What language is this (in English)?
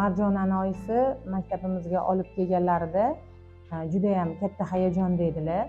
Uzbek